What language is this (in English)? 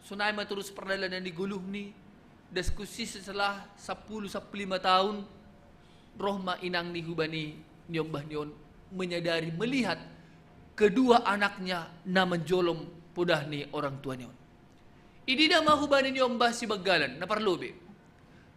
Batak Simalungun